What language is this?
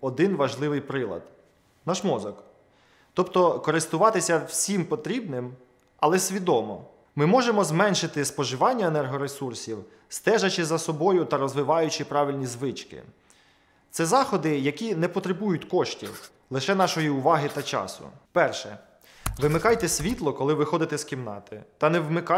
Ukrainian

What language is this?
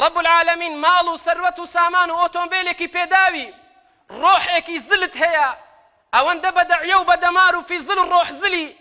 Central Kurdish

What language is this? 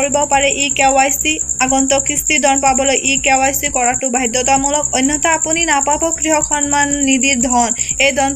Assamese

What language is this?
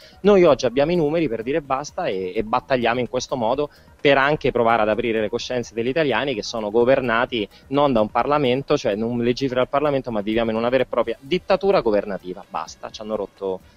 Italian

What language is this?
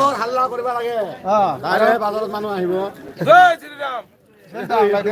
Bodo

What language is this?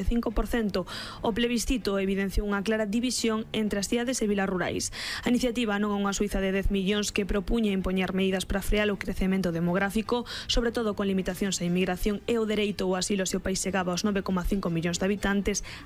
Galician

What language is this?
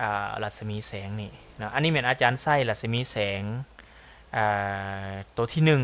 Lao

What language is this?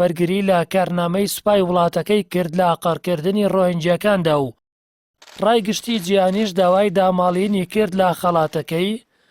Central Kurdish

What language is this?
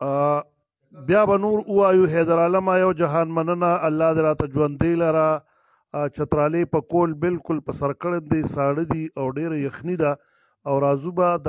Pashto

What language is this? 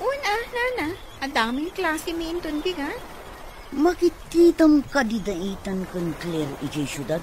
Iloko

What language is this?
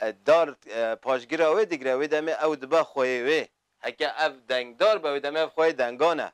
Kurdish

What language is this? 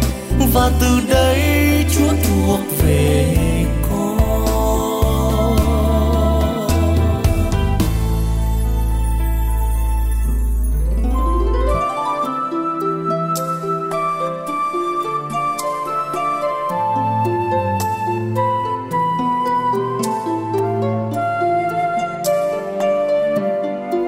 Vietnamese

